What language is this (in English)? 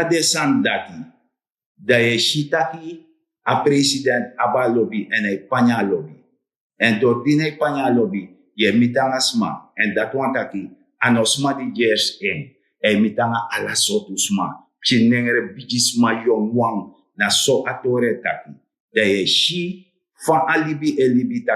Sranan Tongo